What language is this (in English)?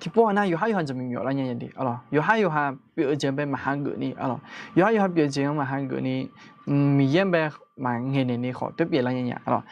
Akha